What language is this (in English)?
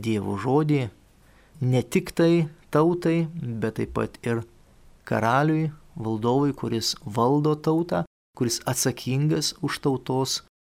Lithuanian